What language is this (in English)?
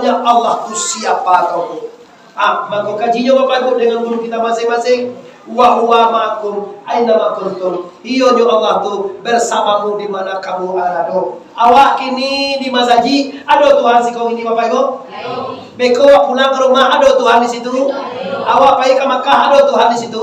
Minangkabau